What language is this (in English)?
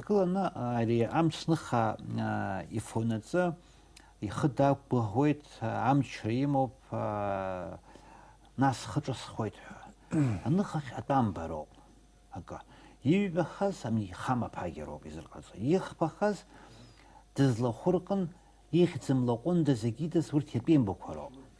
Abkhazian